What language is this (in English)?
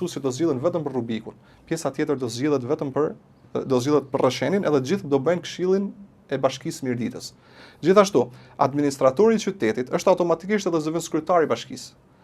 Albanian